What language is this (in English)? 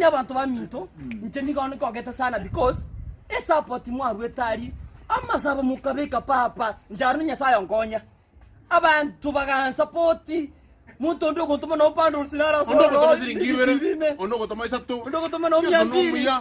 Gusii